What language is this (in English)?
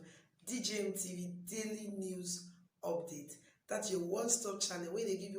Nigerian Pidgin